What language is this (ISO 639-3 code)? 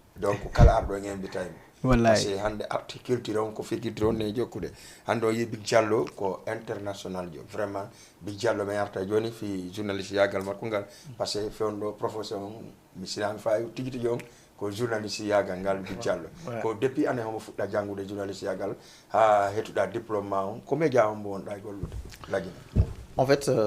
ful